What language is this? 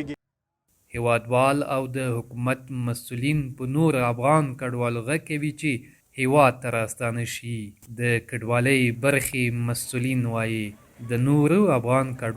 Pashto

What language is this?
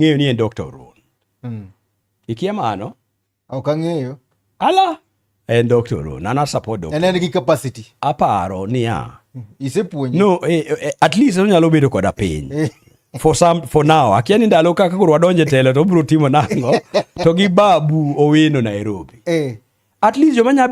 Luo (Kenya and Tanzania)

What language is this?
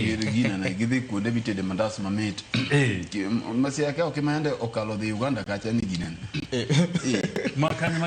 Luo (Kenya and Tanzania)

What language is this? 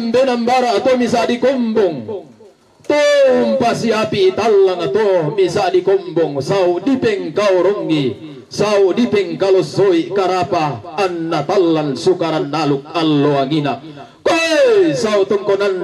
Toraja-Sa'dan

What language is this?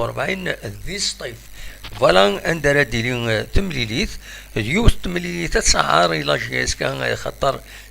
Kabyle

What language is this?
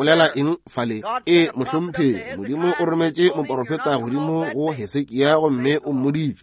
Northern Sotho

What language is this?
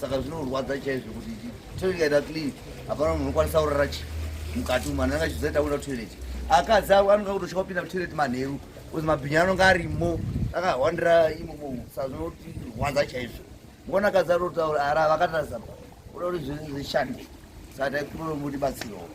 Shona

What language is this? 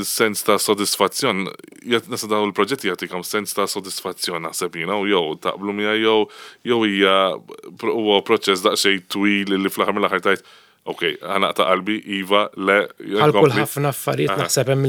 Maltese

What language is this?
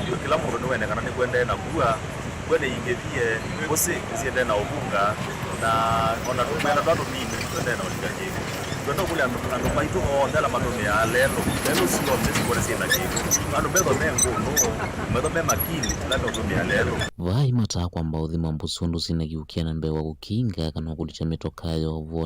Kamba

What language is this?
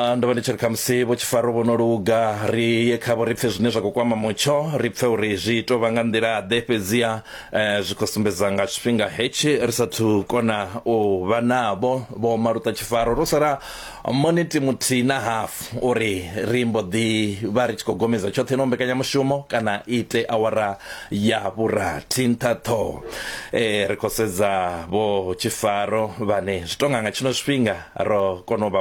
Venda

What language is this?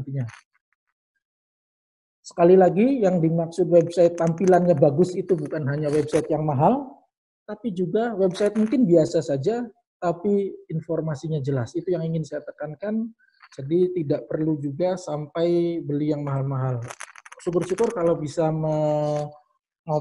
Indonesian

